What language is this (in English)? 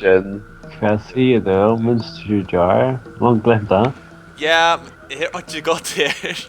Faroese